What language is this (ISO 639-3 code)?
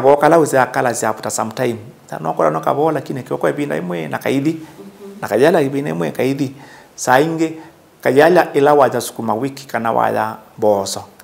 kam